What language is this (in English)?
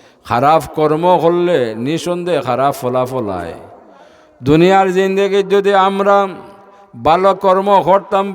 Sylheti